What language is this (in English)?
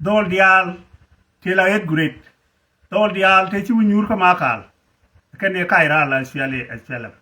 Nuer